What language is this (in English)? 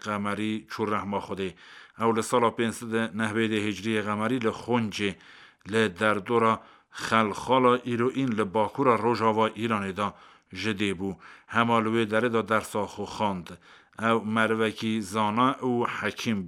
Kurdish